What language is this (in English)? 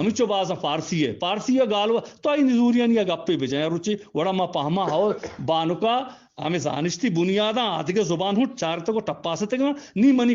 Eastern Balochi